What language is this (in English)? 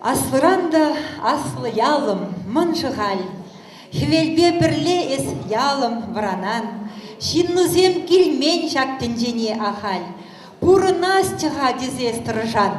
Chuvash